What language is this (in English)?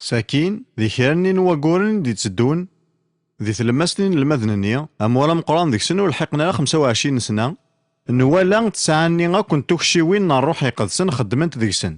Kabyle